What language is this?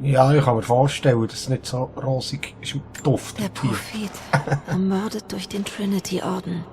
Swiss German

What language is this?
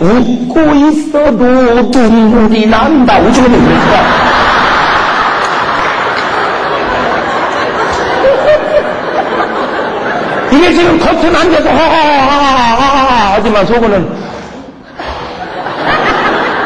Korean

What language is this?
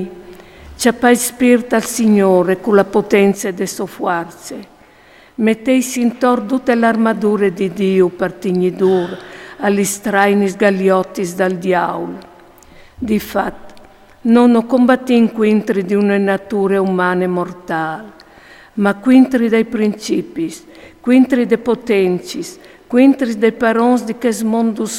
Friulian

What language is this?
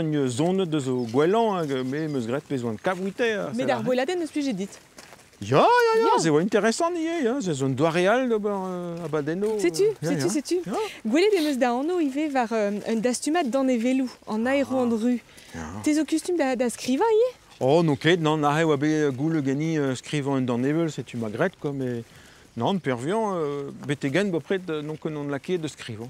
Breton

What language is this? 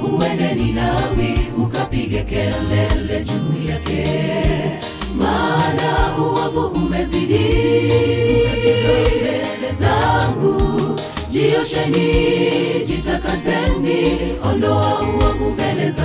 Swahili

